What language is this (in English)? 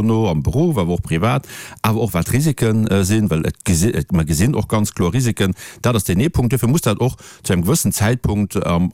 Luxembourgish